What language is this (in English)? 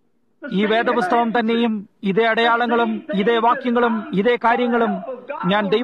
Malayalam